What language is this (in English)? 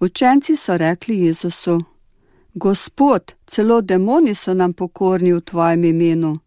Slovenian